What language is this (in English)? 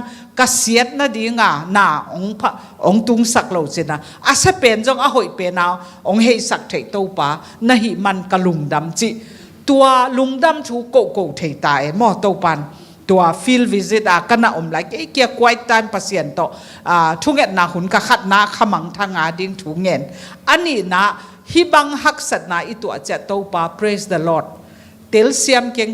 Tedim Chin